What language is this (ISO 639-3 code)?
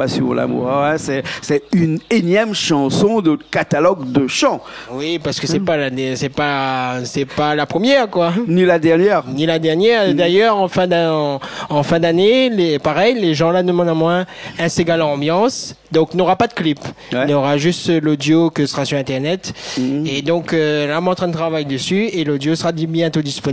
rcf